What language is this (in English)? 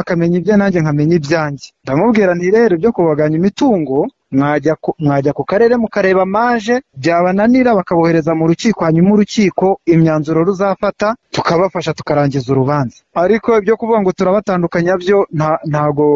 Kinyarwanda